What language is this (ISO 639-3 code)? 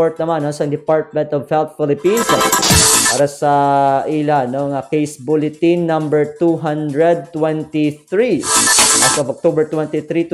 hil